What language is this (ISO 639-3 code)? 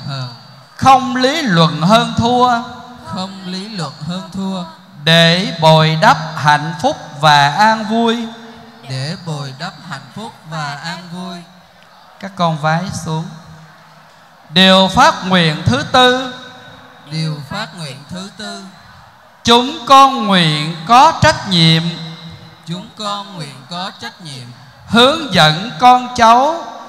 vie